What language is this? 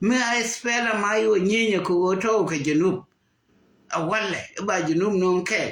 Nuer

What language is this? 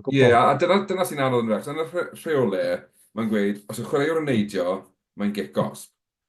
Welsh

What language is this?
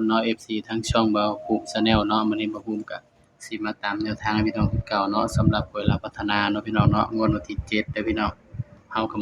Northeastern Thai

